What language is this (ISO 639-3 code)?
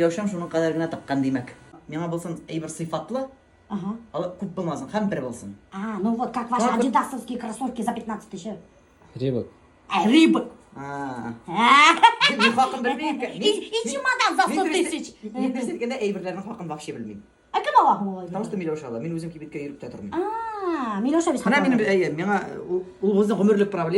bak